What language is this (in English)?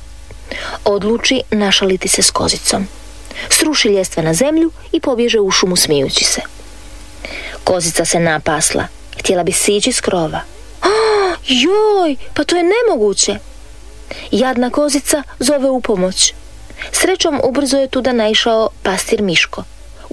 Croatian